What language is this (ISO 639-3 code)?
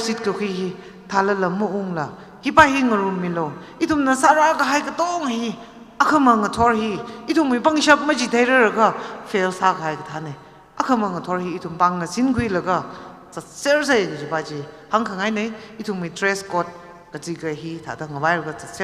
nmf